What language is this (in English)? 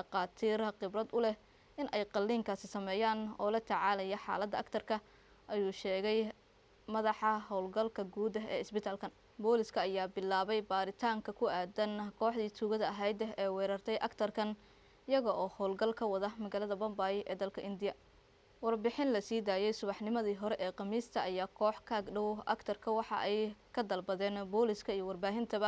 Somali